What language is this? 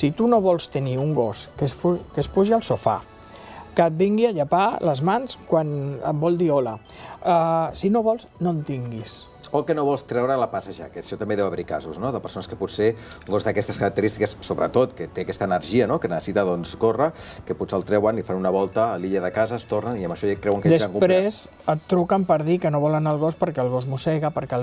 Catalan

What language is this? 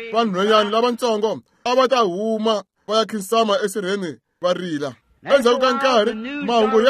Tsonga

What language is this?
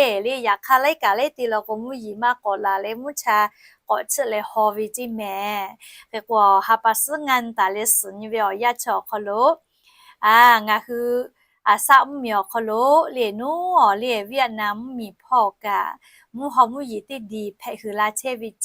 Lahu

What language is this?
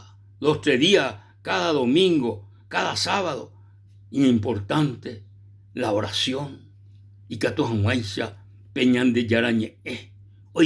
Guarani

